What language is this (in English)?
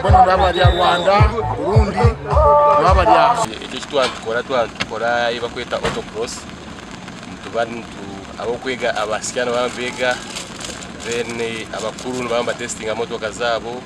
Nyankole